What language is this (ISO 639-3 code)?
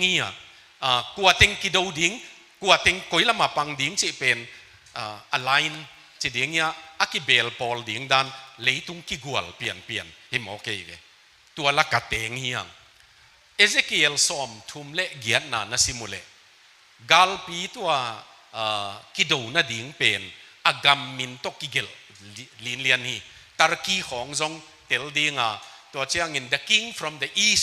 ctd